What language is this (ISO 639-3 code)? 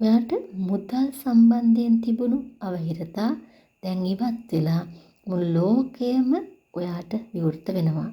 sin